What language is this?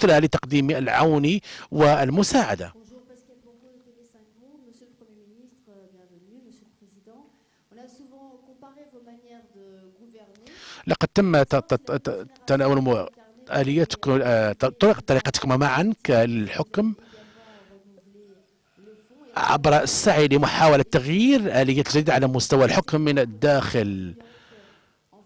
Arabic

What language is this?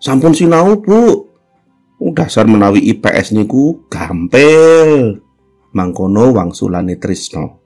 Javanese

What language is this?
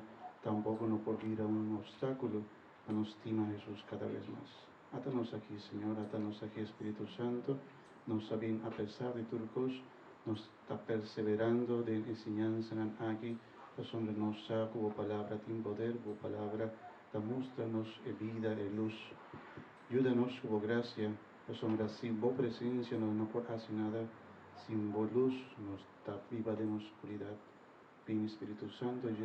Papiamento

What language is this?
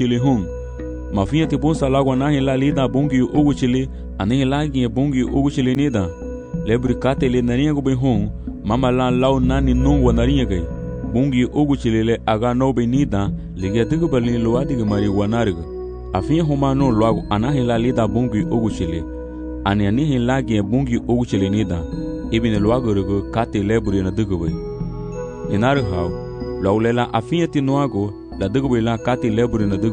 Garifuna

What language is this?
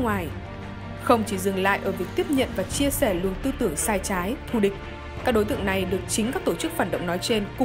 Vietnamese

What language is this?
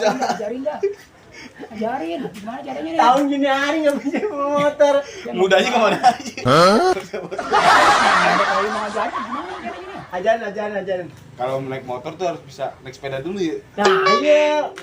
Betawi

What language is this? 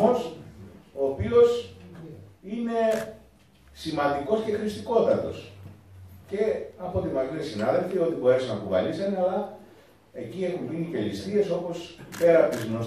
Greek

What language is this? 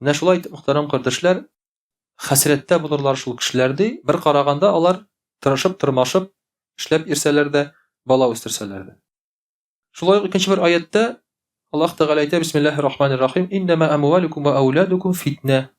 Tatar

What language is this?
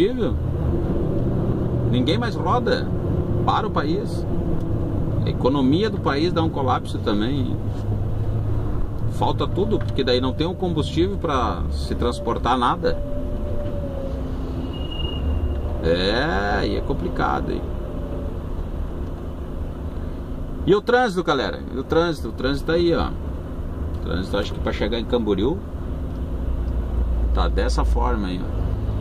Portuguese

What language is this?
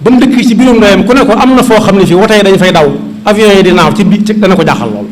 Wolof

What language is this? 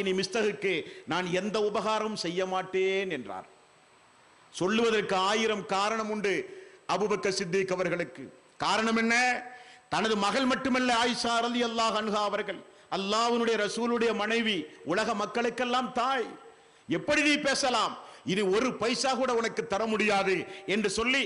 Tamil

